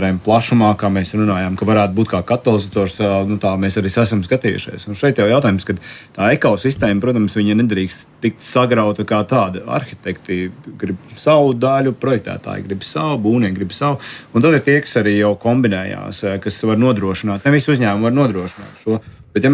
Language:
Latvian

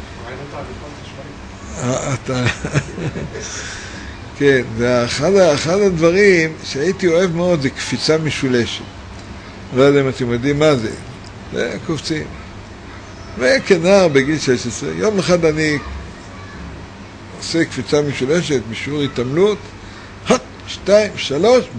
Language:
Hebrew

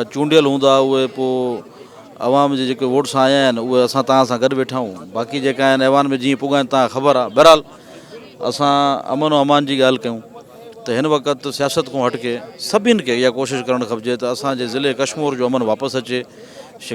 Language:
Sindhi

